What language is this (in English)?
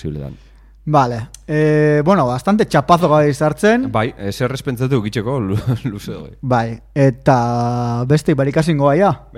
Basque